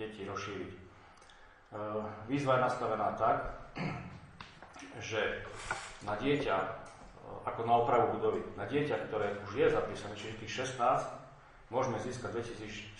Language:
Slovak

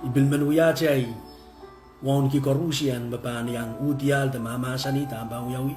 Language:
Pohnpeian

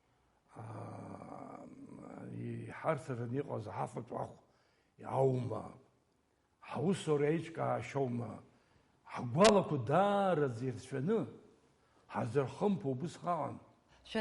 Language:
Abkhazian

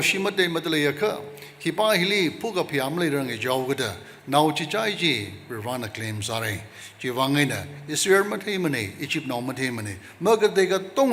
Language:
Tangkhul Naga (India)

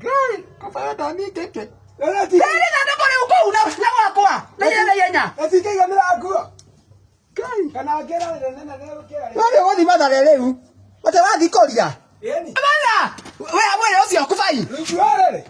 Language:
Kikuyu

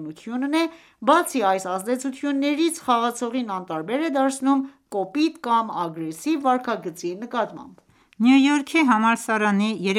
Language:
Armenian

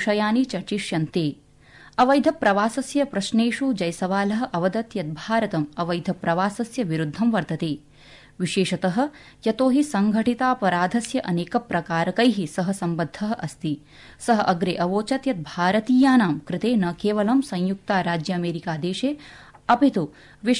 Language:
Sanskrit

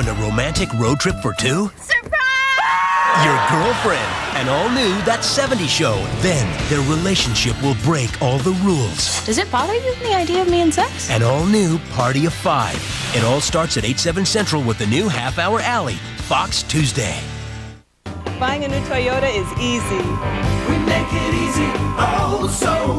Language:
English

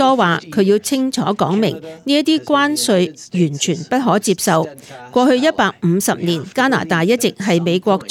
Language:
Cantonese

